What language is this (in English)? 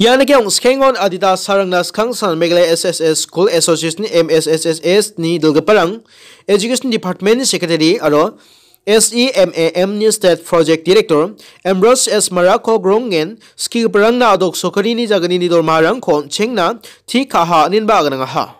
Garo